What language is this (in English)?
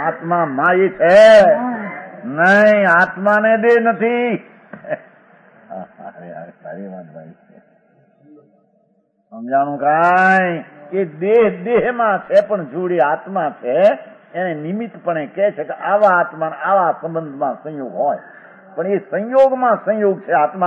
Gujarati